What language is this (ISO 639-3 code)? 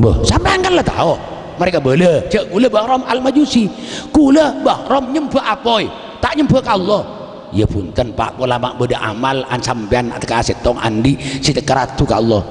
mad